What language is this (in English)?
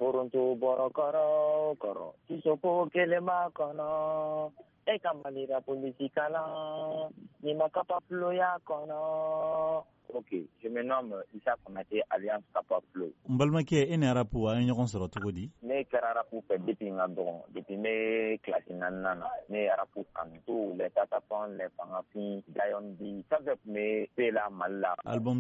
Bambara